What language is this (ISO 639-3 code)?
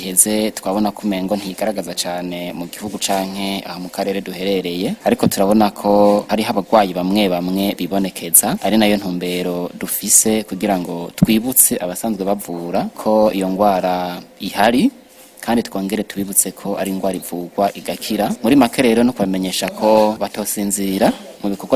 run